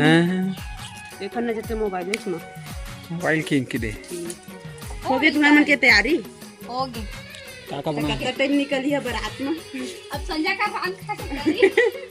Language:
Chhattisgarhi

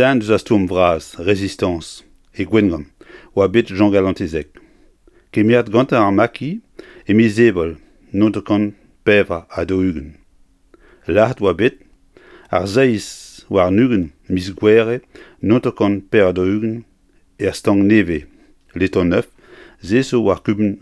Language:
Breton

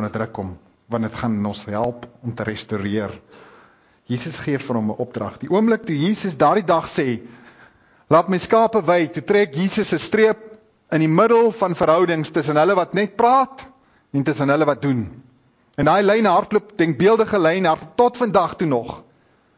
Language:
Afrikaans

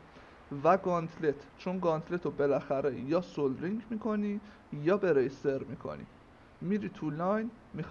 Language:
Persian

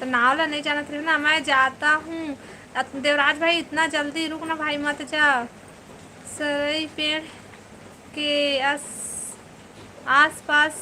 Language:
Chhattisgarhi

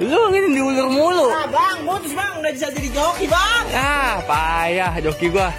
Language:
Betawi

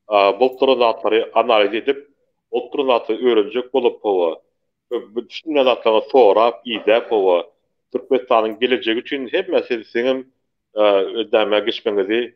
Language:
Turkmen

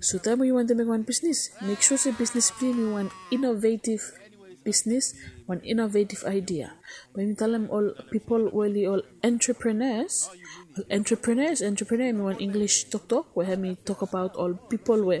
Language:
Bislama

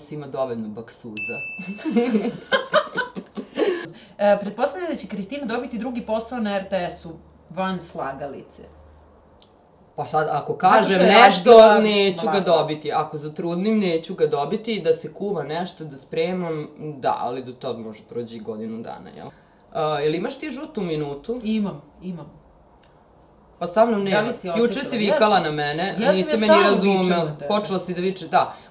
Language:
Serbian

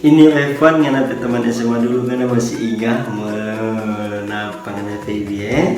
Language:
Manado Malay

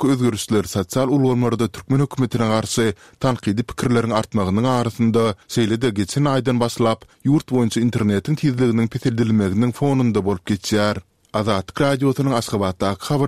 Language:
Turkmen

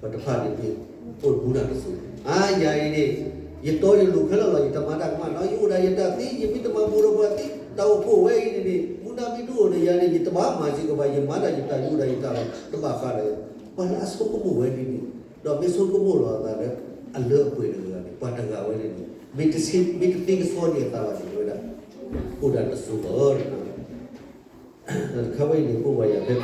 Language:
S'gaw Karen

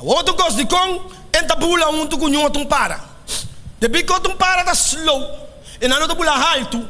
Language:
Papiamento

